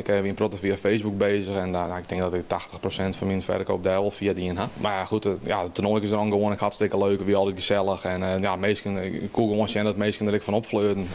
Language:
Western Frisian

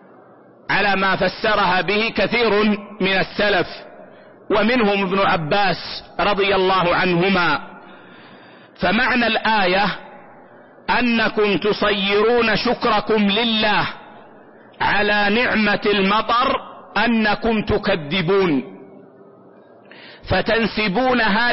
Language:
Arabic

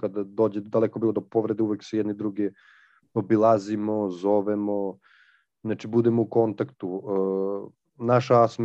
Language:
Serbian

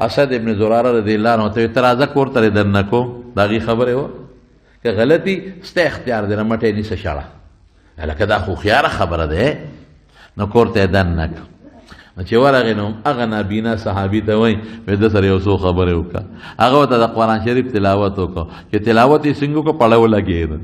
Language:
Pashto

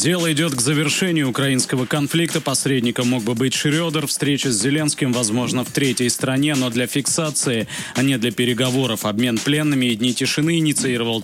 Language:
Russian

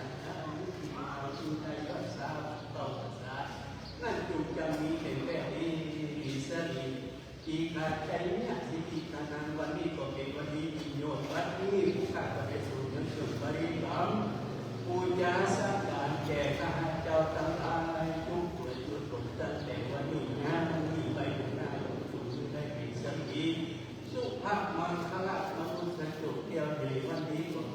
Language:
Pali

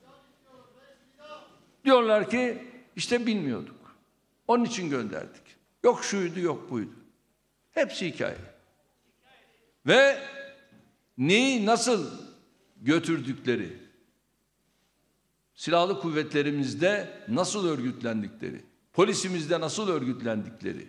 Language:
Turkish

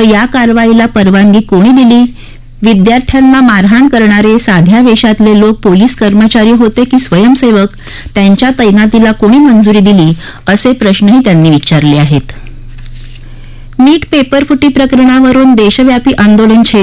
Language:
Marathi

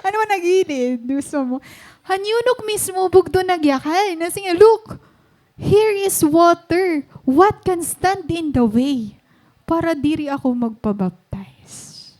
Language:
Waray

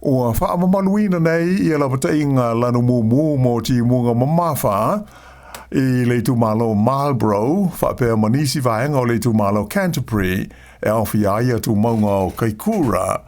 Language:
Samoan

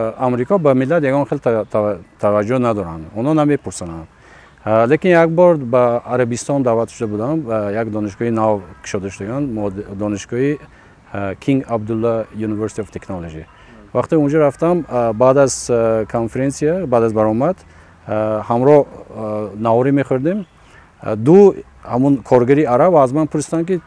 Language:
Tajik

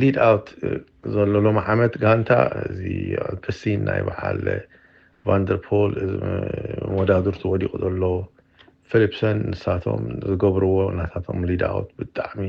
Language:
Tigrinya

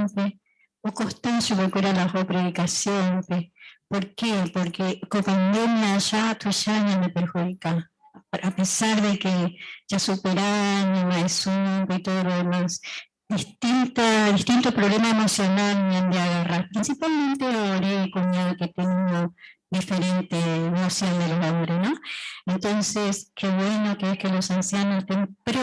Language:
Guarani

